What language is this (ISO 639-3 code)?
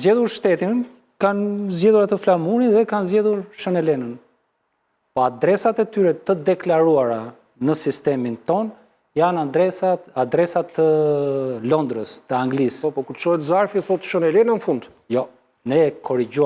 sqi